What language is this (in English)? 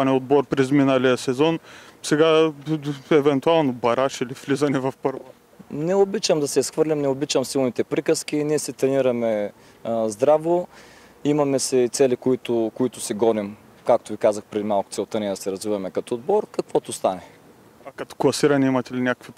Bulgarian